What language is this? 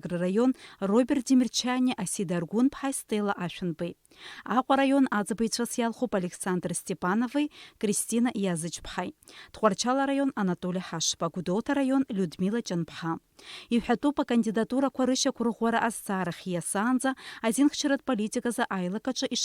Abkhazian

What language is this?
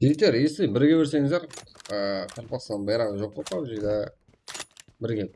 Kara-Kalpak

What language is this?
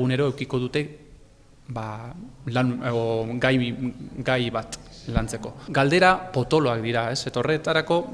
Basque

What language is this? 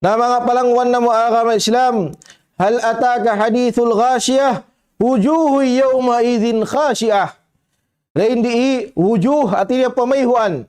Tausug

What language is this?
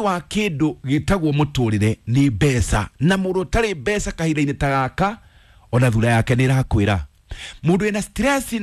Kikuyu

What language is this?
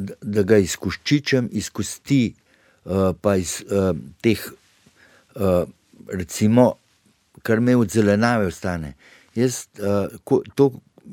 Slovenian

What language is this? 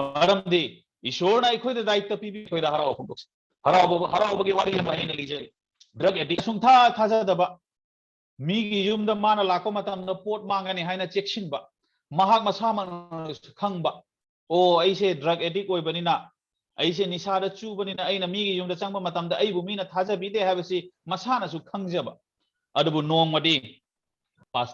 Manipuri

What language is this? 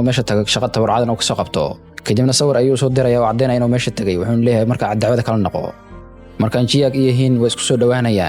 Somali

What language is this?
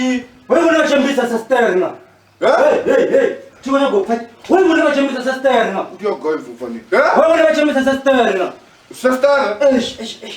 Venda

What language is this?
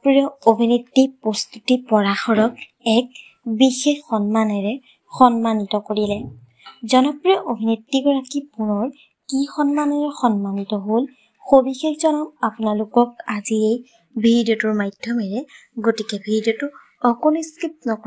Assamese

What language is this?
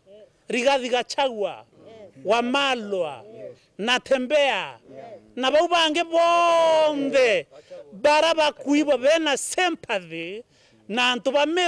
Meru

